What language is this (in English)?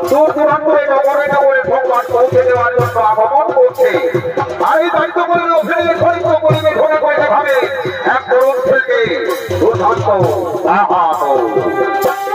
Bangla